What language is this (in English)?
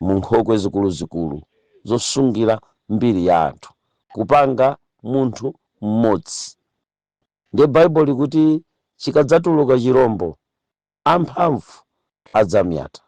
Nyanja